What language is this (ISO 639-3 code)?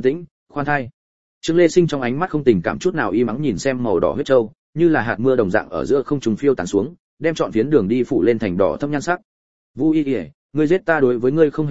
vie